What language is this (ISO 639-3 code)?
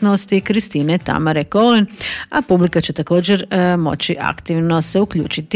hrv